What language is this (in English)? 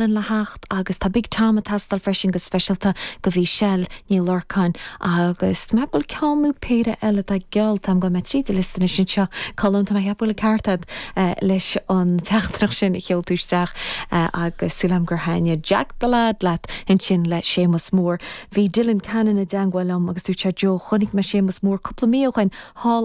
Irish